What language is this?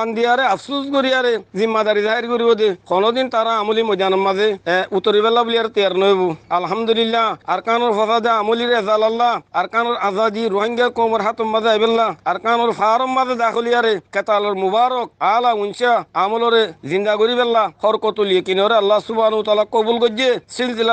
Rohingya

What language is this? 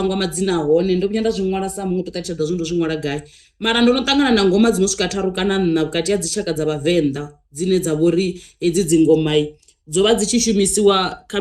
Venda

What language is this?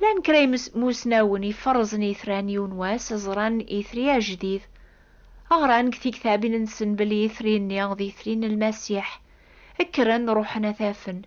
Kabyle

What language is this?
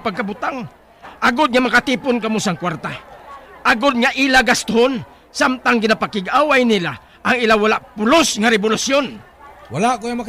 Hiligaynon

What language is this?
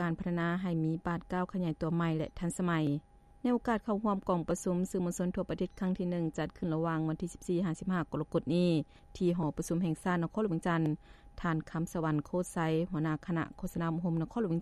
Lao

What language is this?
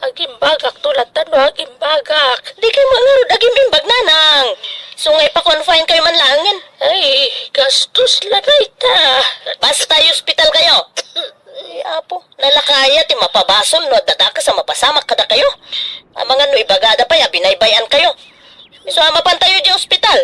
Iloko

